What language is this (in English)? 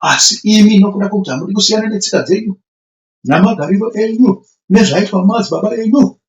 Shona